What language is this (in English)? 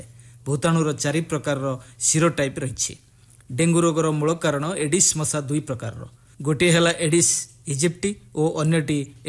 Odia